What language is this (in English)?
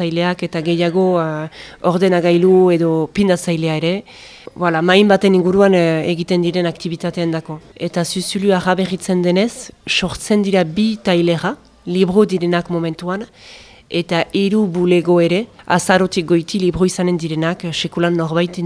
Basque